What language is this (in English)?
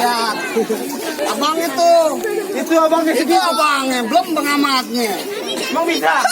Betawi